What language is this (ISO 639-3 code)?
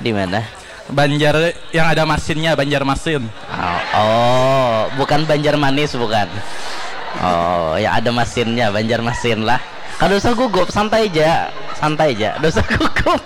bjn